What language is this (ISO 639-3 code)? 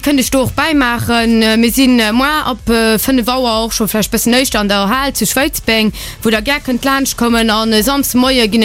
ltz